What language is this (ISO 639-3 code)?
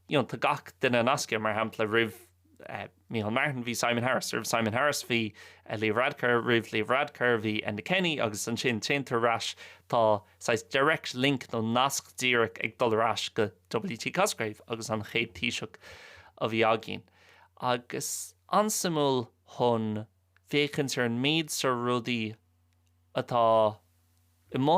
gle